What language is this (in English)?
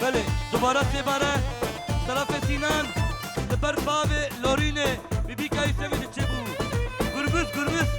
Kurdish